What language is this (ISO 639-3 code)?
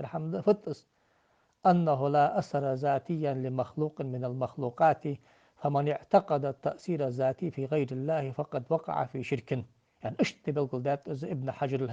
inh